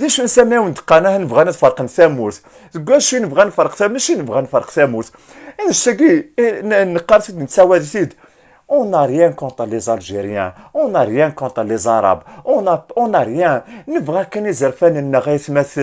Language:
Kabyle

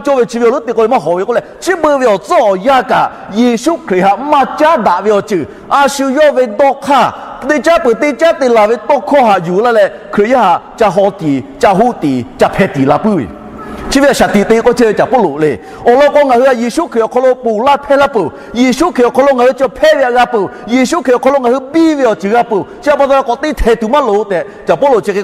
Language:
Lahu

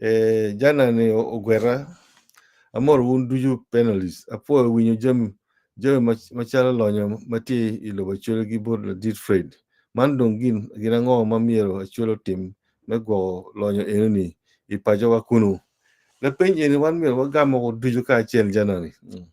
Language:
Acoli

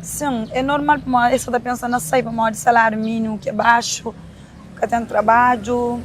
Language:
Kabuverdianu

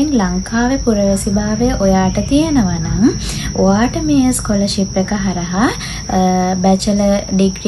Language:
Sinhala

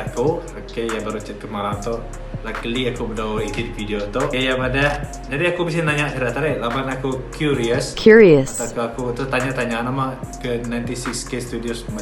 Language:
Iban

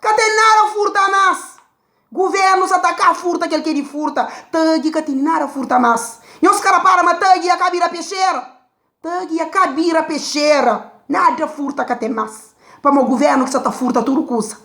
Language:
Kabuverdianu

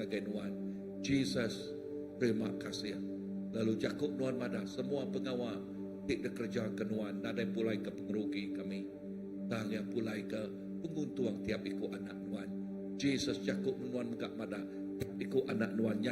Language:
Iban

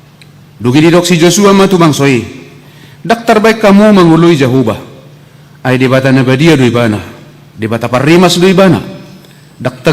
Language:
Batak Toba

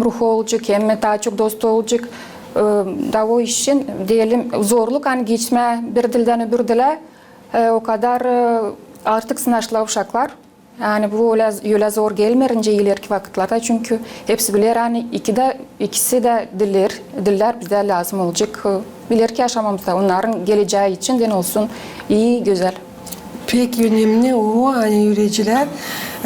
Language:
Gagauz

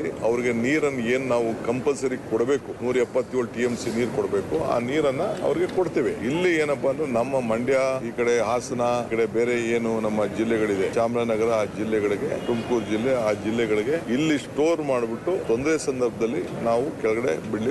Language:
Kannada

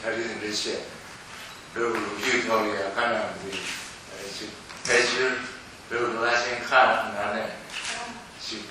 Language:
Tibetan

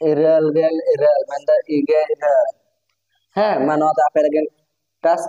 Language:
Santali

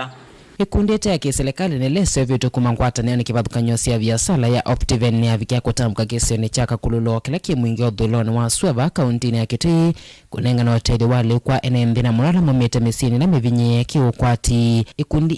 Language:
Kamba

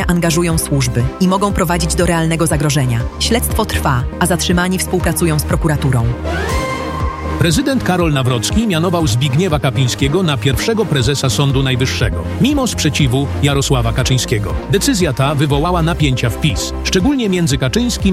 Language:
Polish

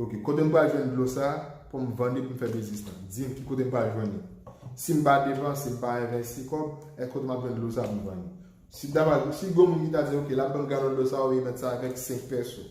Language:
Haitian Creole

